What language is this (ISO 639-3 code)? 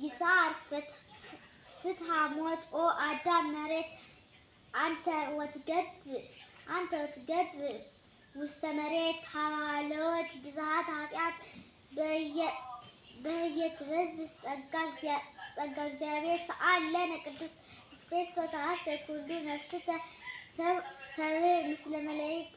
gez